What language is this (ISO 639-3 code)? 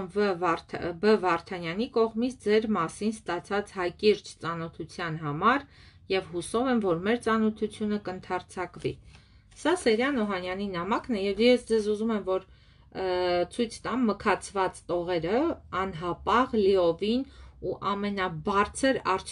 hye